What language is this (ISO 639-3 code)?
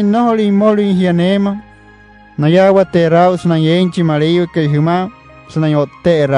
guc